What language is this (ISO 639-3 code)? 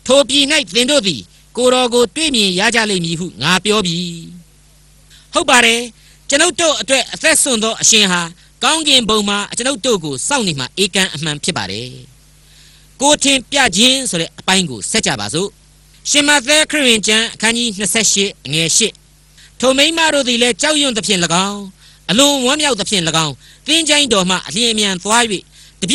mya